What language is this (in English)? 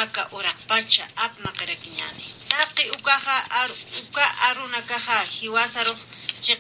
Aymara